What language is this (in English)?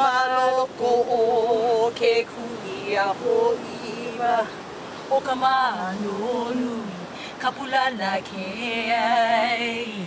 Hawaiian